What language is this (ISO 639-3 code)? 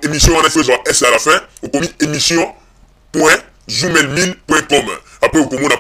lin